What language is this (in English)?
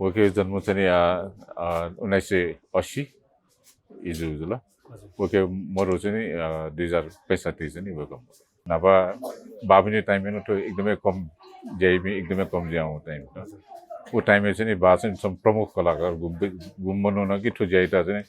Newari